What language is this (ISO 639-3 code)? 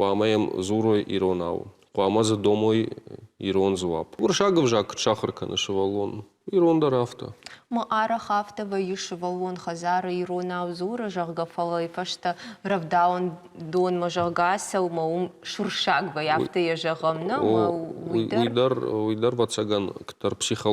oss